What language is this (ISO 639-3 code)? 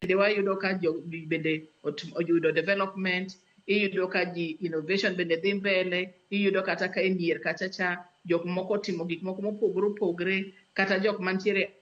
luo